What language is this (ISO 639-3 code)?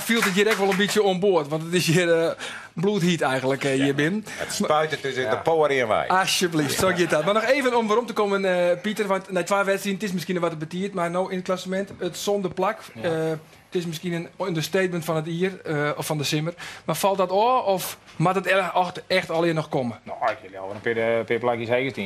fry